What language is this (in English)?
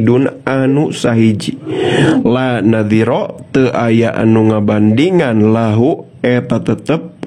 Sundanese